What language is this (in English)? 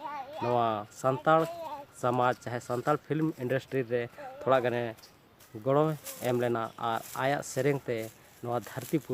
Santali